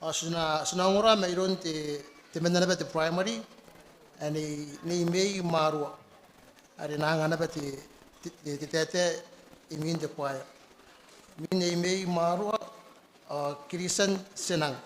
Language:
Gilbertese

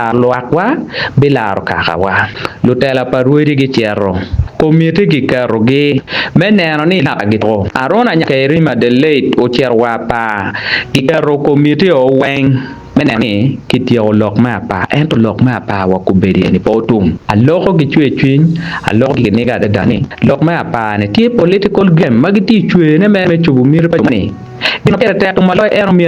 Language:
Acoli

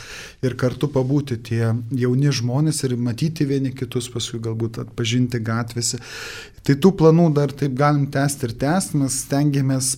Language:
Lithuanian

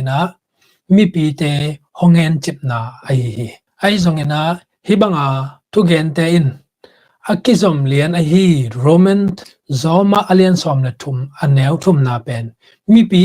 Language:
Tedim Chin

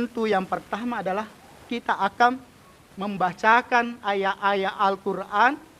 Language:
Buginese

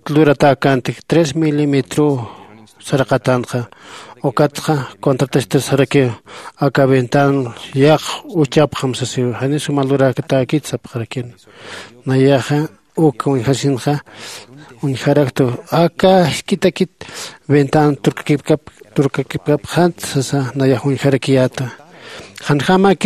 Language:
Aymara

